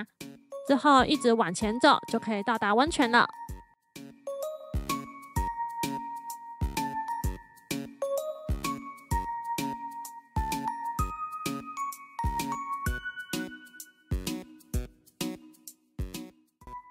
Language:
Chinese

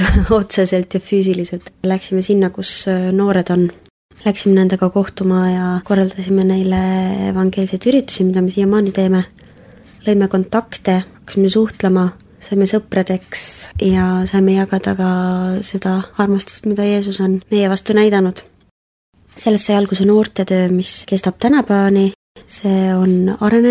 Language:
Estonian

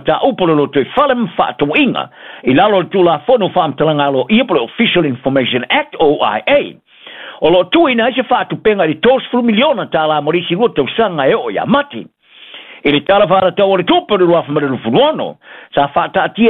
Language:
Samoan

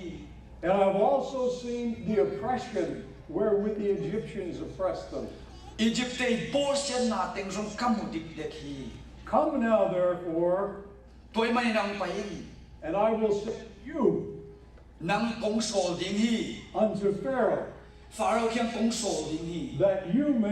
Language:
Tedim Chin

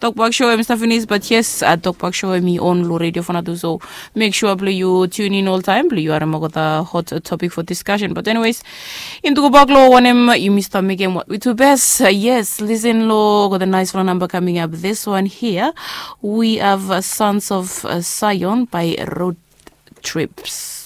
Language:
Bislama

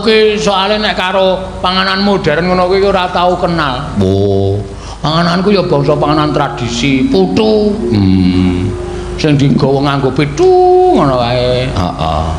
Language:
Javanese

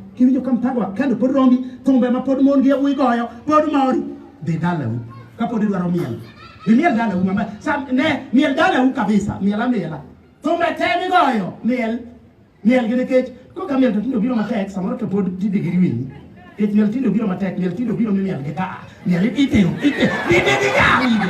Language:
Luo (Kenya and Tanzania)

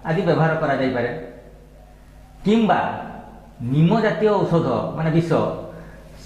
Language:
Odia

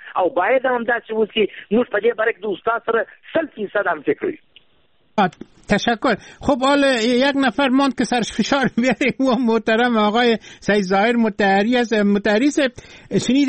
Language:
Persian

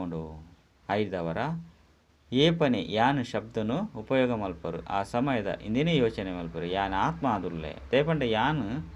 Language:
Tulu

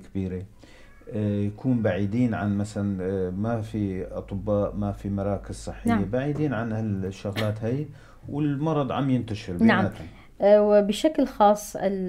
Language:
North Levantine Arabic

